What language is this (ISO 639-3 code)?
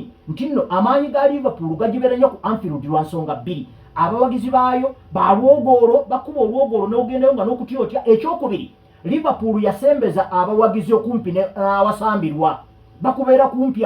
lug